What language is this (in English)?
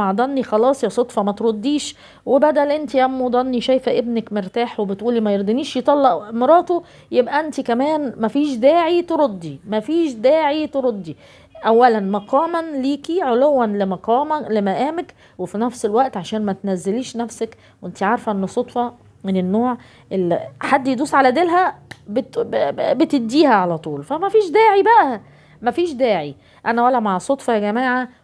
Egyptian Arabic